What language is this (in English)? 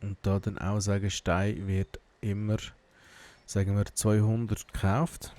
Swiss German